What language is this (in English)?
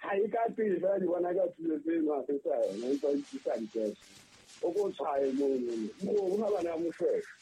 Southern Sotho